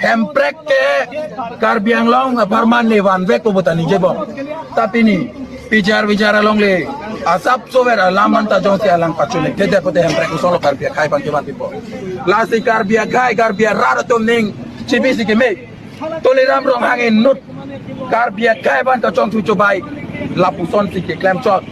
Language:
Karbi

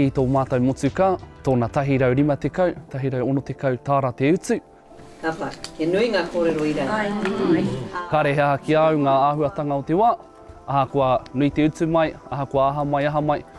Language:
Māori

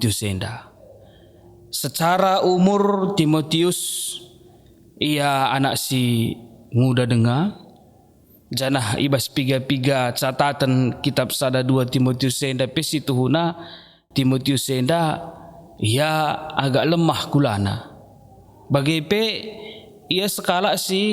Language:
Batak Karo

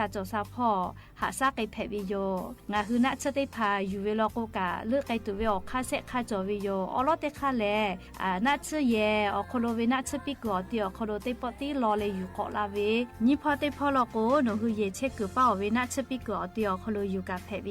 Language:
Lahu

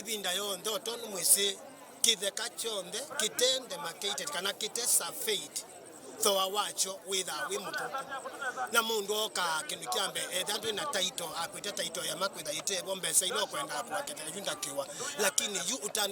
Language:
Kamba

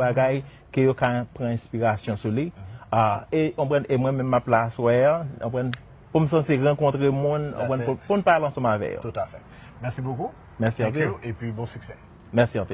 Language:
Haitian Creole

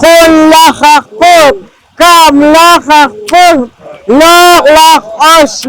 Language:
Poqomchi'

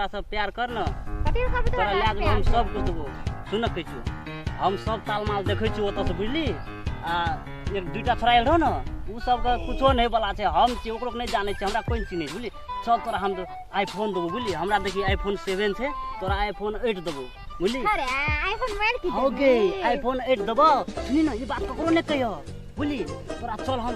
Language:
Maithili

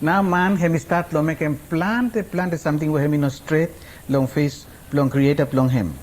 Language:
Araki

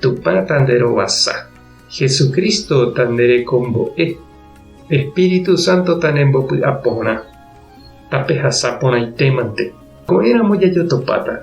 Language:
Guarani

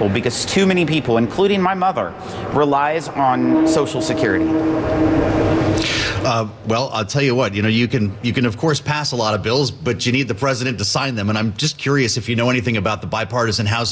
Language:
English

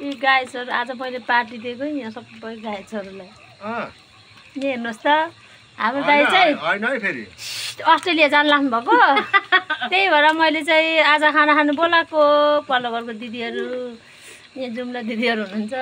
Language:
Nepali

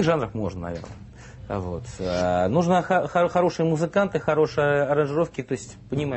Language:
Russian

